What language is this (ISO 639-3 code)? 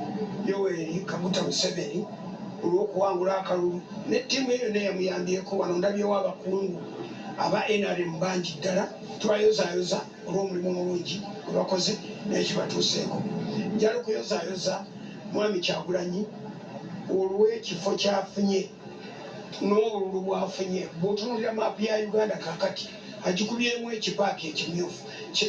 lug